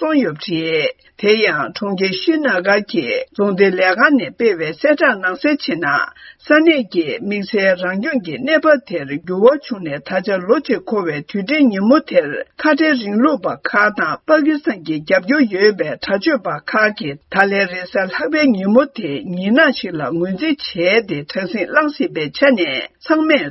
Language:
Tibetan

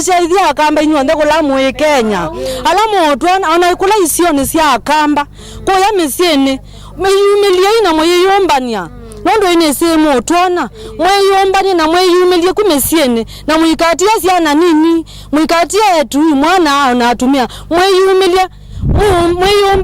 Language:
Kamba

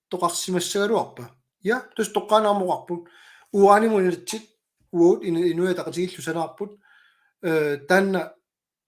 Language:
Kalaallisut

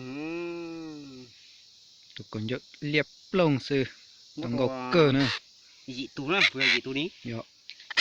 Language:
Hmong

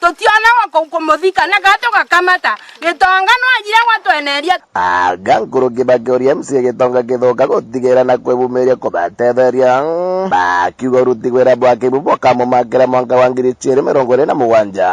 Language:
Meru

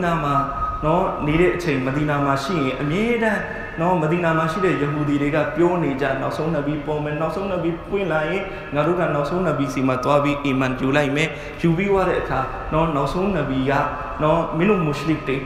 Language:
Burmese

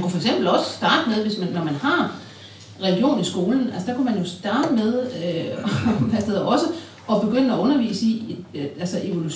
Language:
Danish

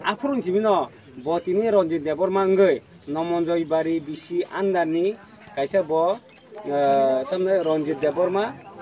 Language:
Kok Borok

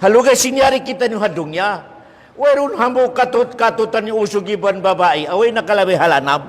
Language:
Tausug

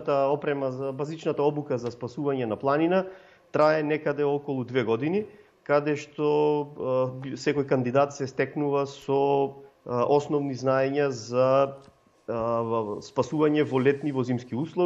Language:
Macedonian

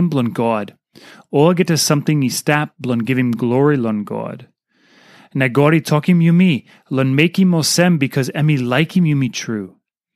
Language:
Tok Pisin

